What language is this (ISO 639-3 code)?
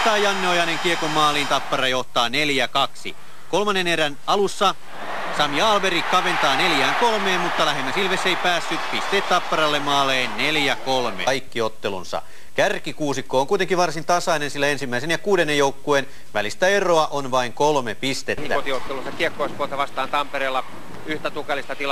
fin